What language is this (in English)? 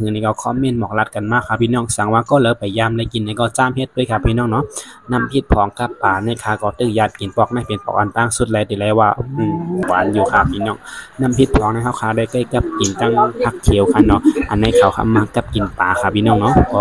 Shan